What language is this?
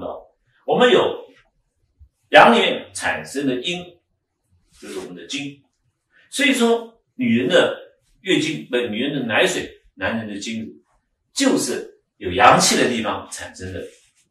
Chinese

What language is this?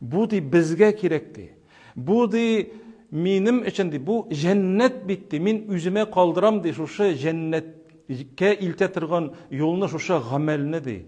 Tatar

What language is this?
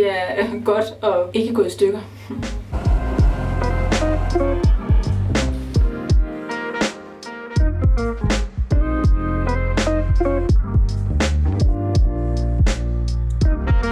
Danish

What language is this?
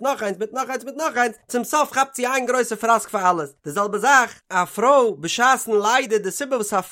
Yiddish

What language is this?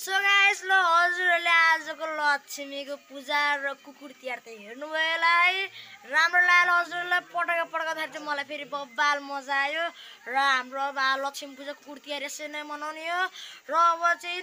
Nepali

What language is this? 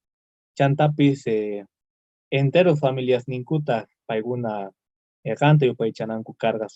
South Bolivian Quechua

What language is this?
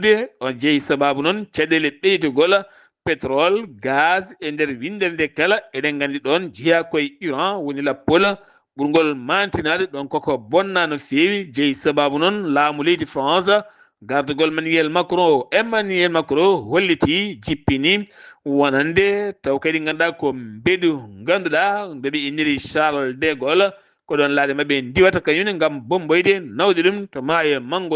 Fula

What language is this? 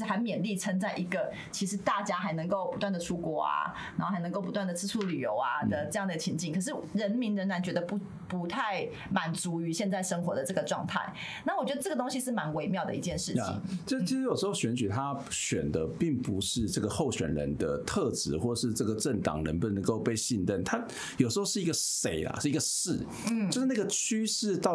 Chinese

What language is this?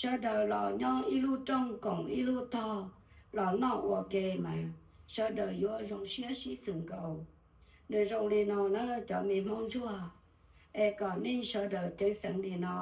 Hmong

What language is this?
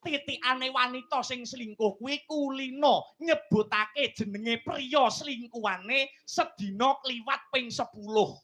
Javanese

